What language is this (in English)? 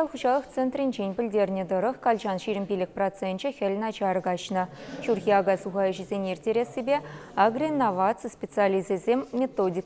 Chuvash